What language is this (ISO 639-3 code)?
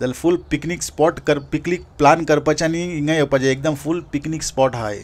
kok